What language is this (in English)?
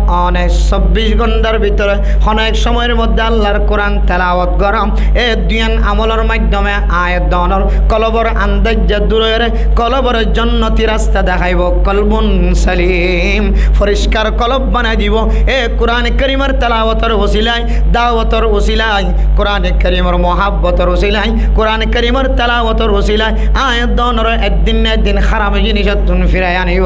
Rohingya